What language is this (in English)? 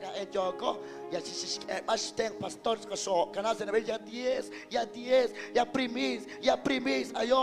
Kekchí